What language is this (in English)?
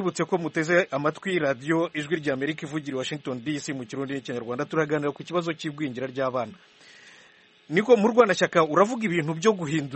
Kinyarwanda